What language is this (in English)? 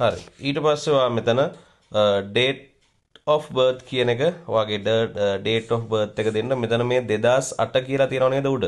Sinhala